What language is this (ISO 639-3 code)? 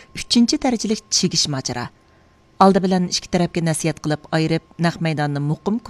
uig